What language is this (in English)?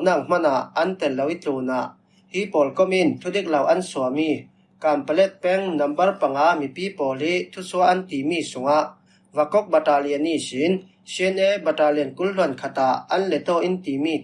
Falam Chin